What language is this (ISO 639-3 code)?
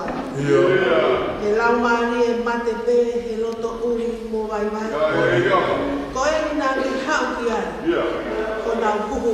ton